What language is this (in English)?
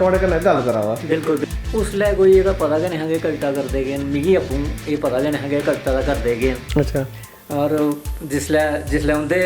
Dogri